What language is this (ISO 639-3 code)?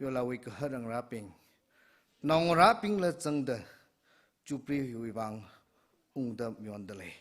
nmf